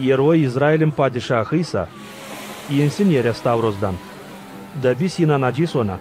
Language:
Gagauz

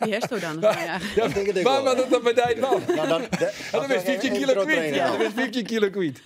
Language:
Western Frisian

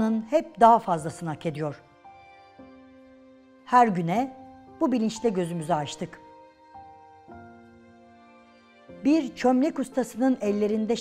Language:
Turkish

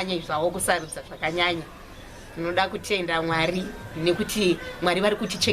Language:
Shona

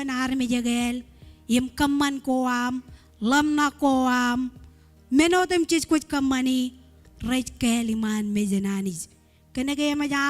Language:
Marshallese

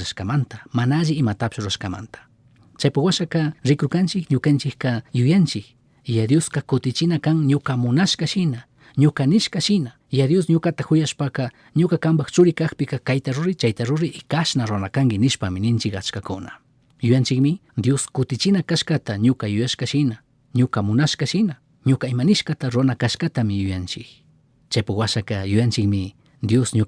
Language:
Chimborazo Highland Quichua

